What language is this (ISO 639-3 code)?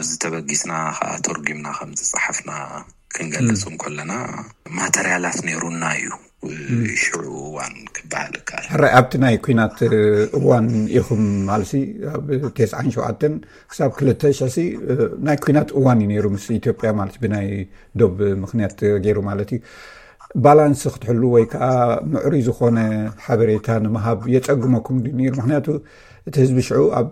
tir